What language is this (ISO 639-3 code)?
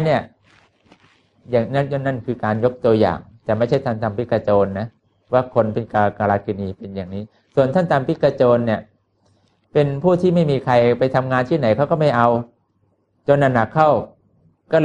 tha